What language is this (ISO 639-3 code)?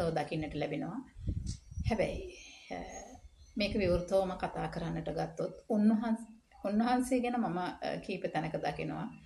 sin